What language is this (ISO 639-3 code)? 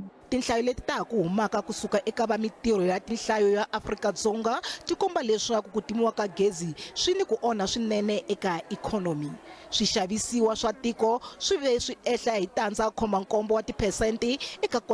tso